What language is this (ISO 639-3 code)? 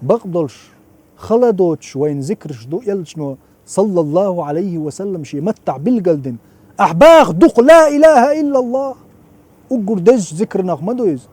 che